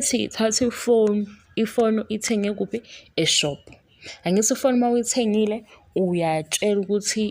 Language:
Zulu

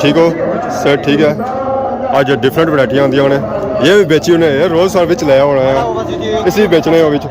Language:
Pahari-Potwari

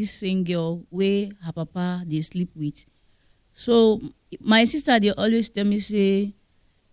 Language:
Nigerian Pidgin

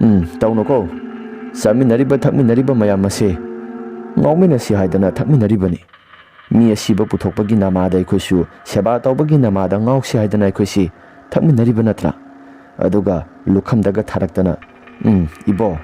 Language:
Manipuri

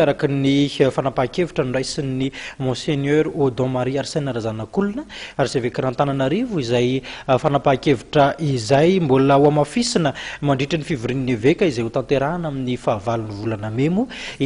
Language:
Malagasy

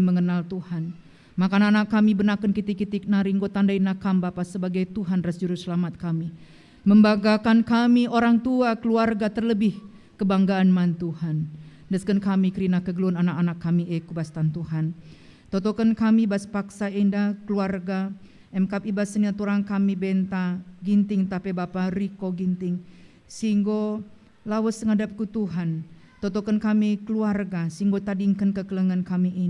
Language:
Batak Karo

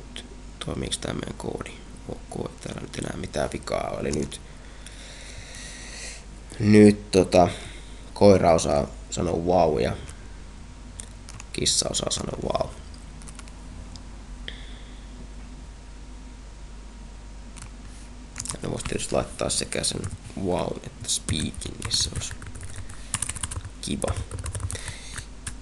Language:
Finnish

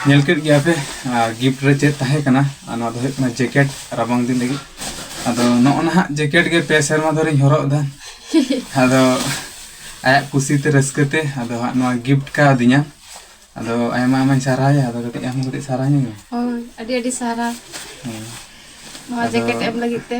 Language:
Santali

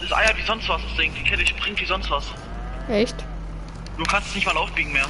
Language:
Bavarian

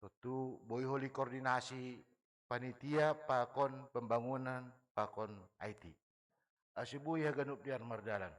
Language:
Batak Simalungun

